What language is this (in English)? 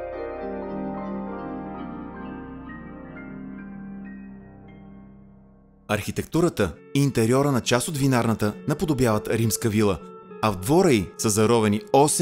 Bulgarian